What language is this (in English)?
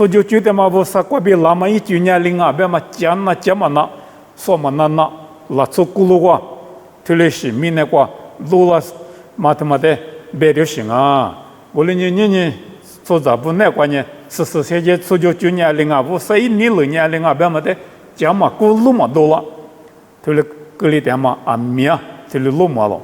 Lisu